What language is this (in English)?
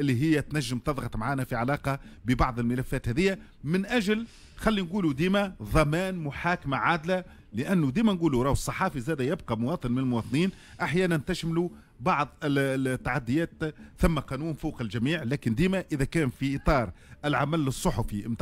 Tunisian Arabic